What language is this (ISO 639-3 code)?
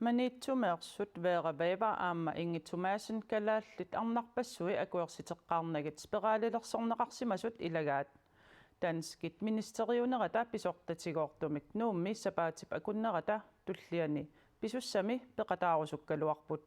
kal